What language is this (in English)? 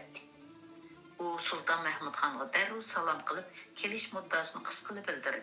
Uyghur